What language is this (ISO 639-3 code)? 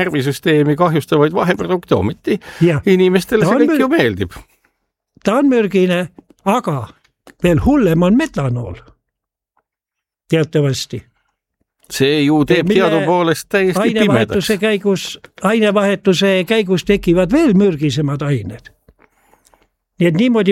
est